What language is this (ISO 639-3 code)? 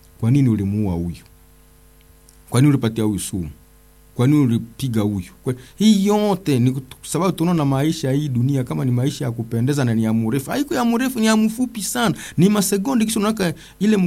swa